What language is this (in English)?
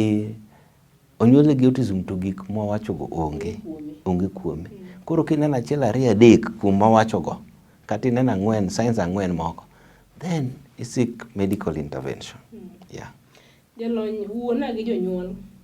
Luo (Kenya and Tanzania)